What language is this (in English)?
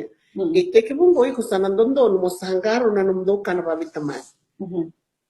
Fijian